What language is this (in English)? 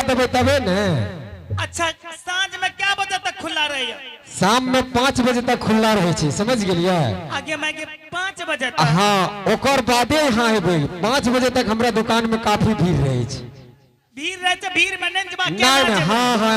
Angika